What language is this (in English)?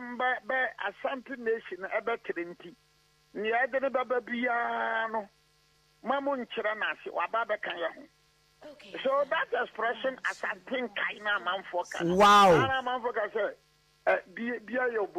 Akan